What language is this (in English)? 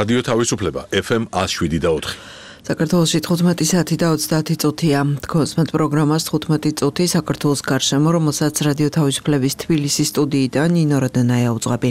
Georgian